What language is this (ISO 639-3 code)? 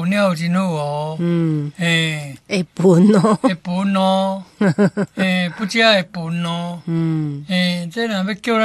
nan